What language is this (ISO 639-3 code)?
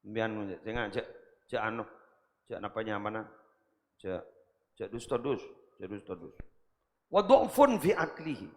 mad